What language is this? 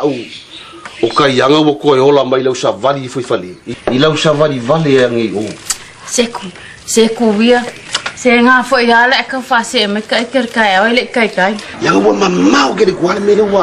Samoan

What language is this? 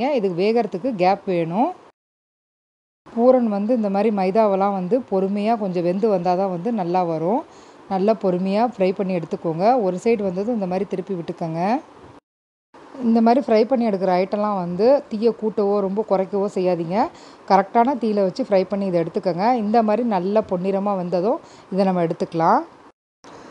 Tamil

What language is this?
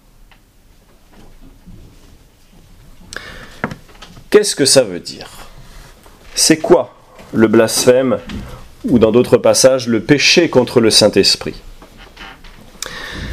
French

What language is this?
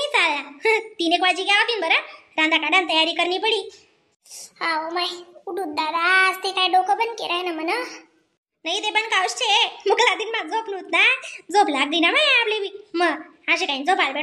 Khandesi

